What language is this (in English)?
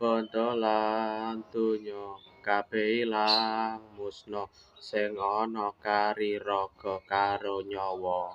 Javanese